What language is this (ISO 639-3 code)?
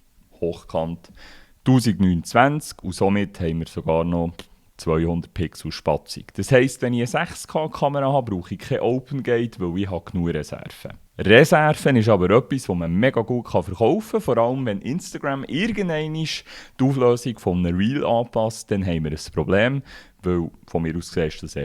gsw